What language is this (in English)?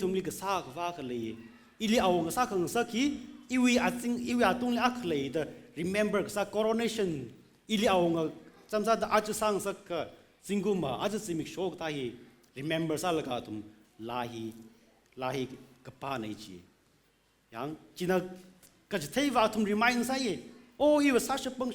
Tangkhul Naga (India)